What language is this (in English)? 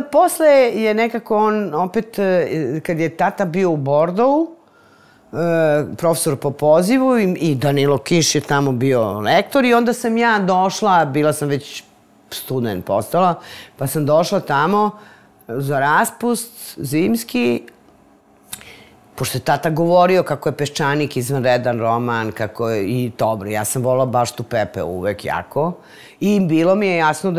Serbian